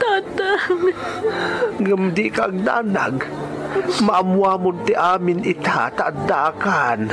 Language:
Iloko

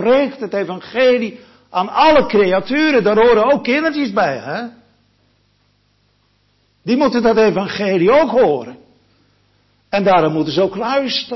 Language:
Dutch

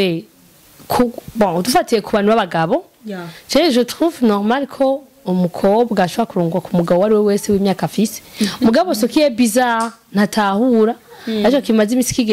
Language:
Rundi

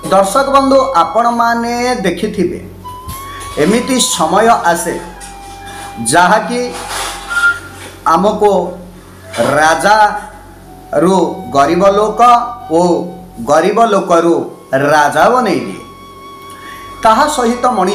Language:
Odia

